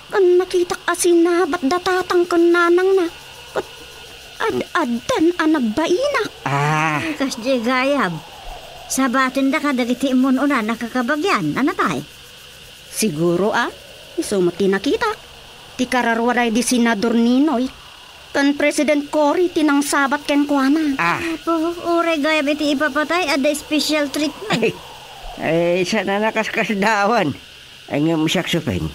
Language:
Iloko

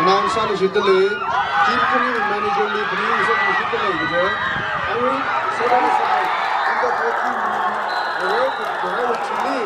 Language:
Tangkhul Naga (India)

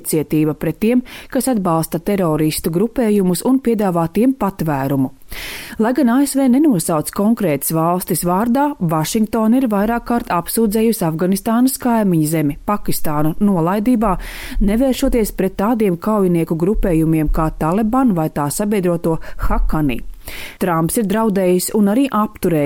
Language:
Latvian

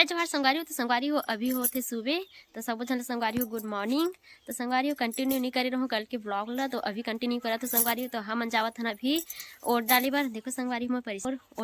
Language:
Chhattisgarhi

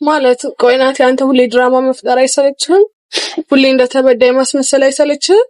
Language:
Amharic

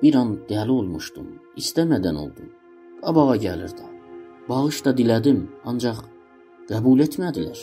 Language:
South Azerbaijani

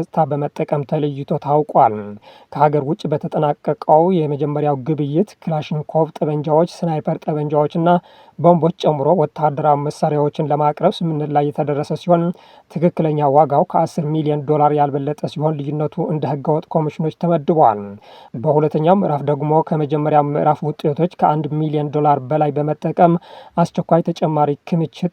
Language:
Amharic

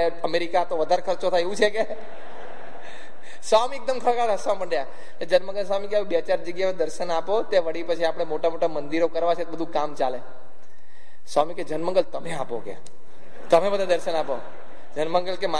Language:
Gujarati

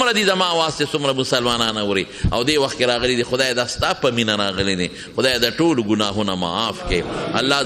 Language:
Pashto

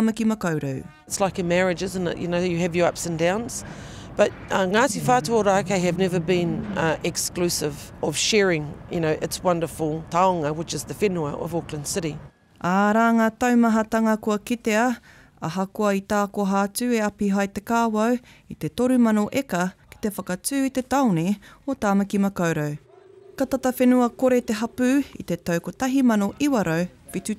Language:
Māori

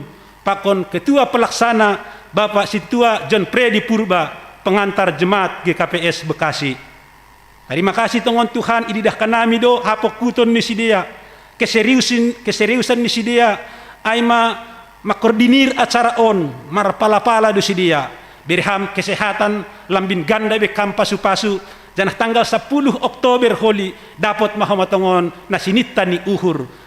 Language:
Batak Simalungun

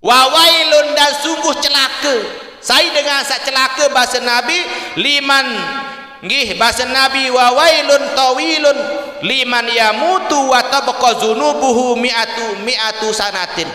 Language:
Sasak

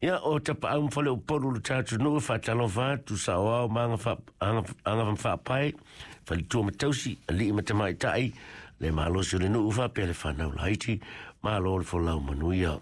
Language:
Samoan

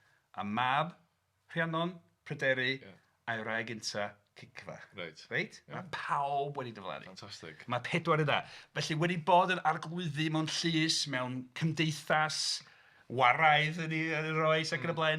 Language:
Welsh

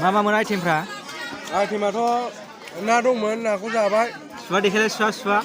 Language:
Bodo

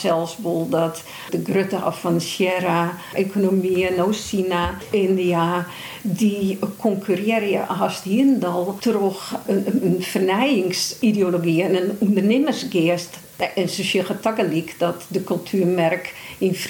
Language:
Western Frisian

